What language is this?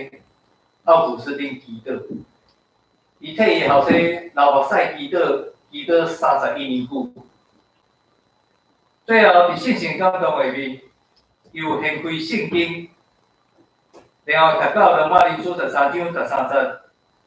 Min Nan Chinese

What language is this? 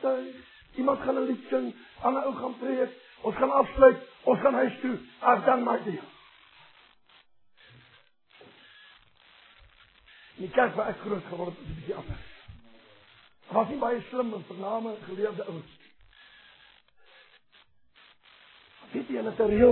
Afrikaans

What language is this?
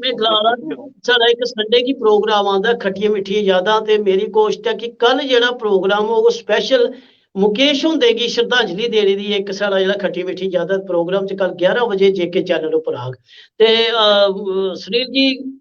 Dogri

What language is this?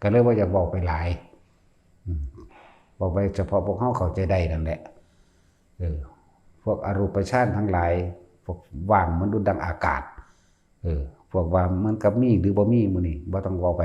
Northeastern Thai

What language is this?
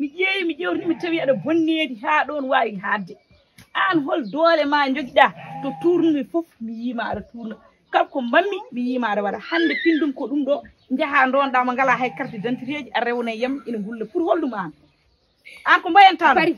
Fula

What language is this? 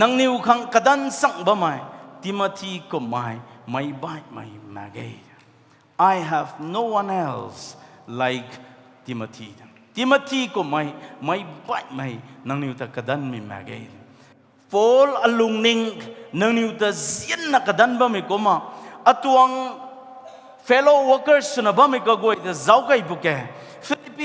Rongmei Naga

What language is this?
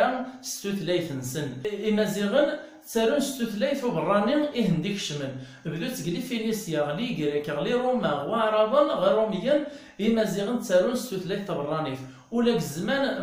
Kabyle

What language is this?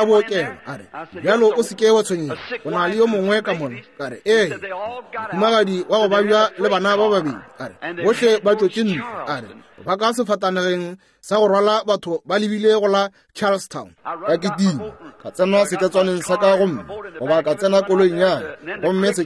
Northern Sotho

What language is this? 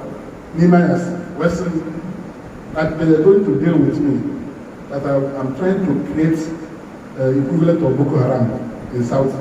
Igbo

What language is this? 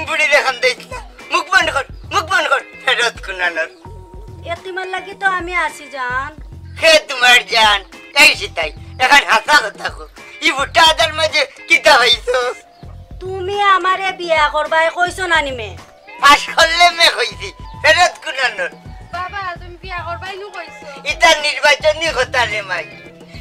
Sylheti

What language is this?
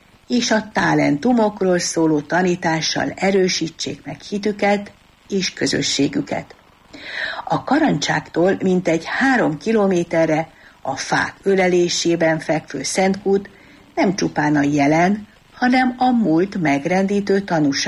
Hungarian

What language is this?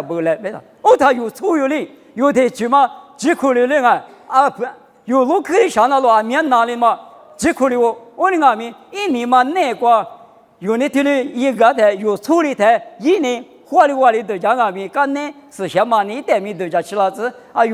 Lisu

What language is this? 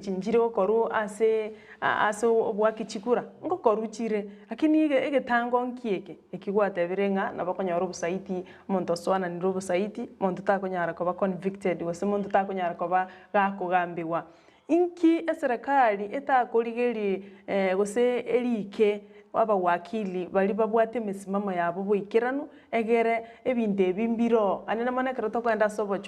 Gusii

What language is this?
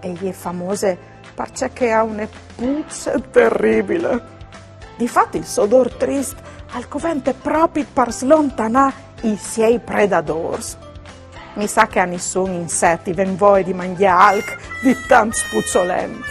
Friulian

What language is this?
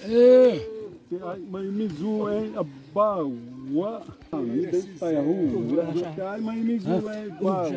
Xavánte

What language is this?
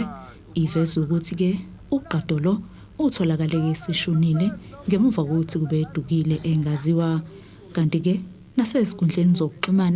Zulu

